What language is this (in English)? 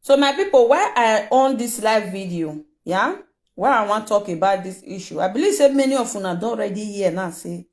Nigerian Pidgin